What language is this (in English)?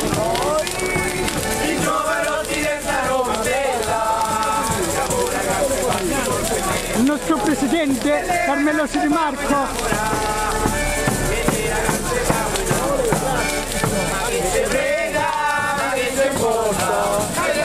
Italian